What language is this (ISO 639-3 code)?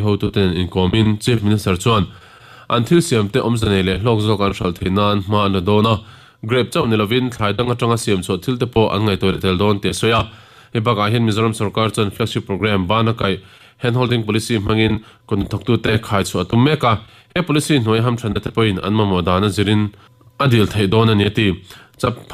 lus